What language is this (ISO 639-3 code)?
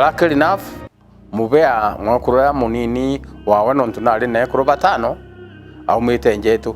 mer